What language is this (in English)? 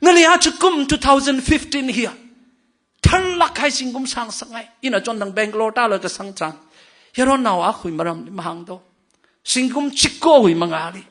Tangkhul Naga (India)